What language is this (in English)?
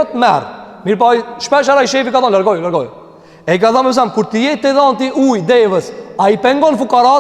Albanian